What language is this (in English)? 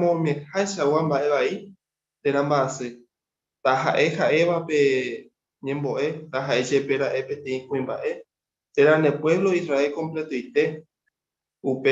Guarani